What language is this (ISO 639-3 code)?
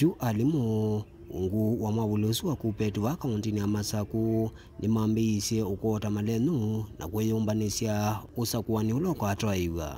kam